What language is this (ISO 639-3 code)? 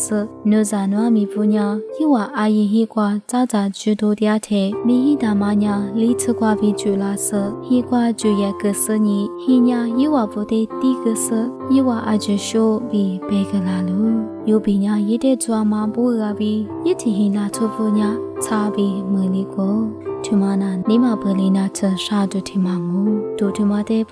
lis